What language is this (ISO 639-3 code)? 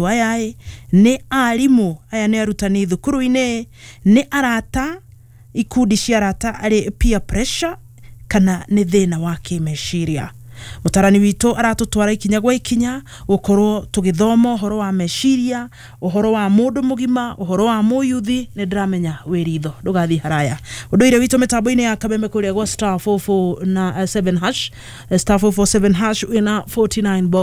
kik